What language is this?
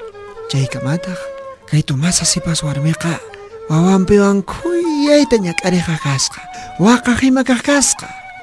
Quechua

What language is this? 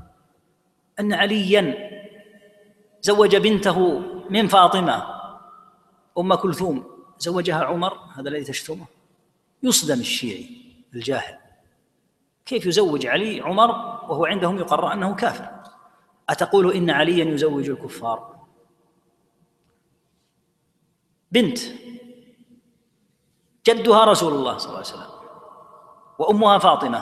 Arabic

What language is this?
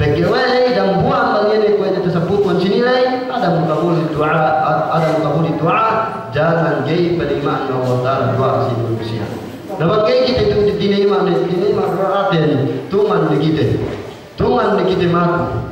Yakan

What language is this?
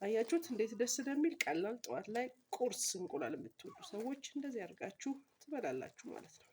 Amharic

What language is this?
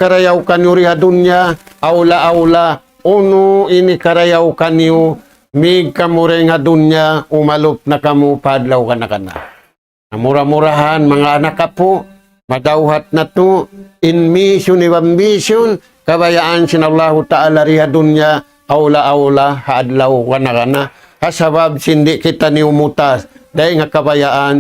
Tausug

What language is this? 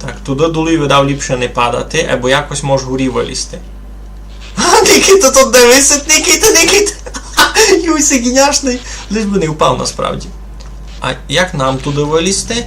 Rusyn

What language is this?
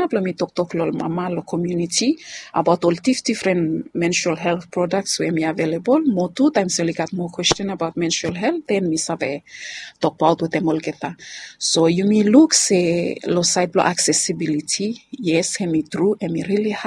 Bislama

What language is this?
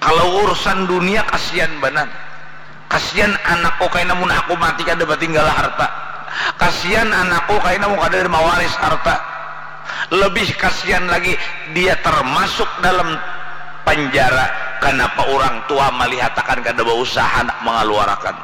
Banjar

